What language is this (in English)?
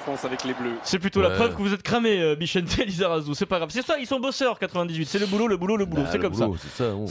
French